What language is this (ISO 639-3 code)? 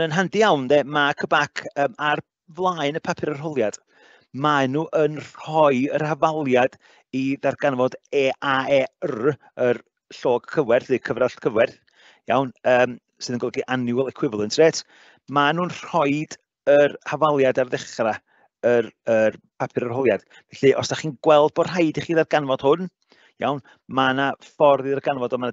cym